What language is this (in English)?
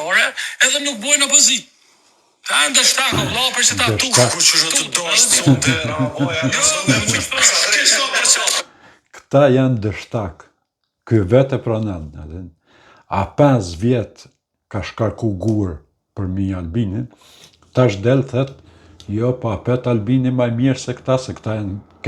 Albanian